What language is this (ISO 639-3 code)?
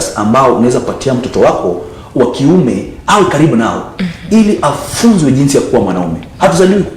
swa